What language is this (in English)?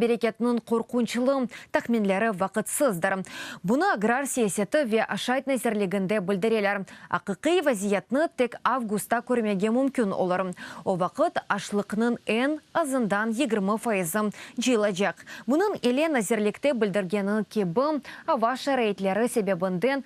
Crimean Tatar